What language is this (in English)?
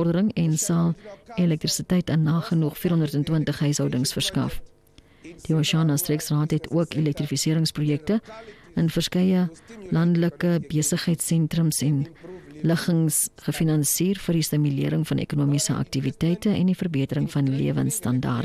Afrikaans